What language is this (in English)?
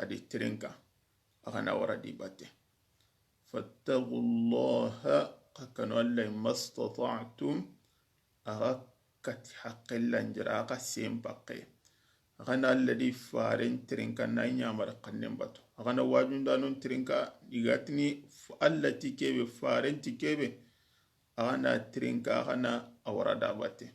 Soninke